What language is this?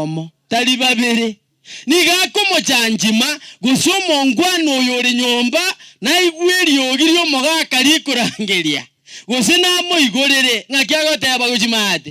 Gusii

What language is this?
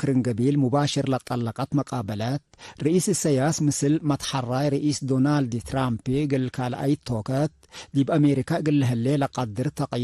Tigre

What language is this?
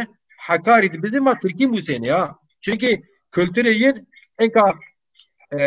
Zaza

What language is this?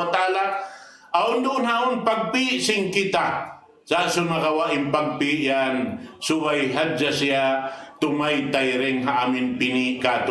Tausug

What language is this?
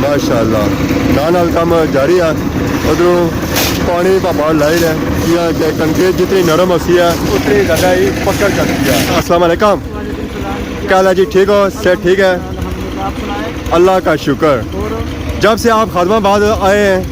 Pahari-Potwari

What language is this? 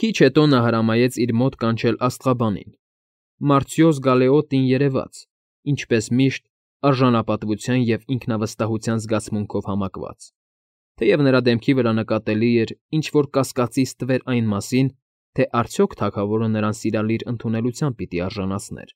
Armenian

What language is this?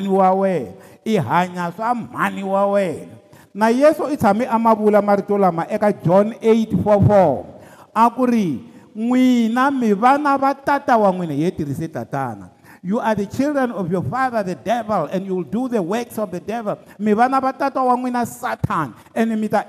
Tsonga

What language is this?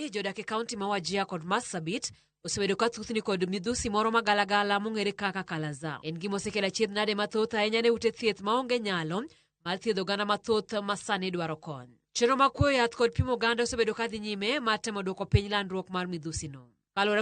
Luo (Kenya and Tanzania)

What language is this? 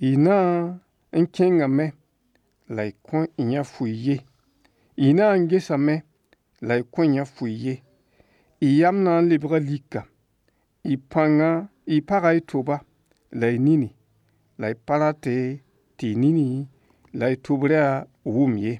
Mossi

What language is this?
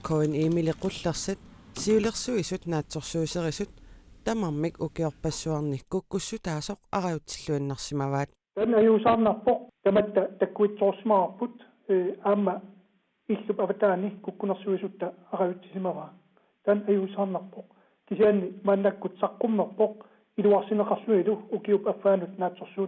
Kalaallisut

